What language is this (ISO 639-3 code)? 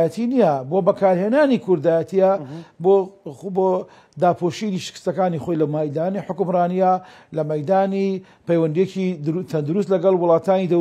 ckb